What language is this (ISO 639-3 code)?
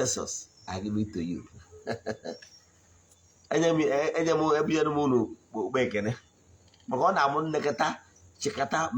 ibo